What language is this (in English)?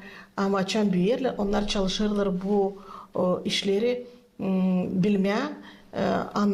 Gagauz